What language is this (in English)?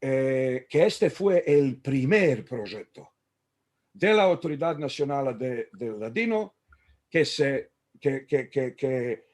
Ladino